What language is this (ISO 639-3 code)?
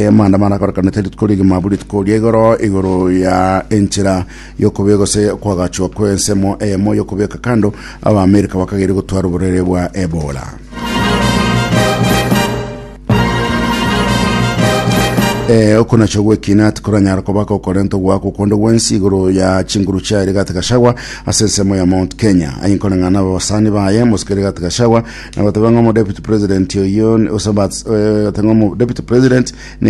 guz